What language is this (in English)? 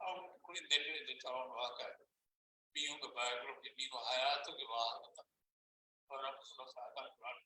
Divehi